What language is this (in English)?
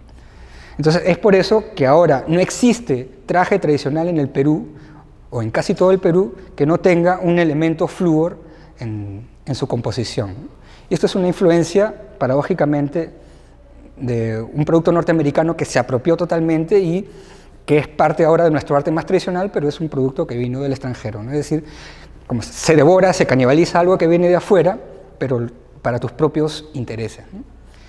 Spanish